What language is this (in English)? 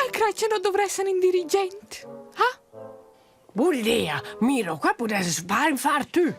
Romansh